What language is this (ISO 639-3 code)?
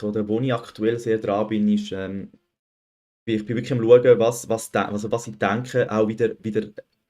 gsw